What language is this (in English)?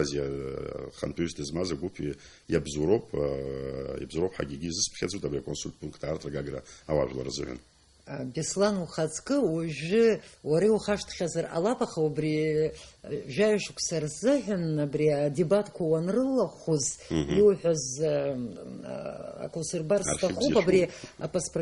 Abkhazian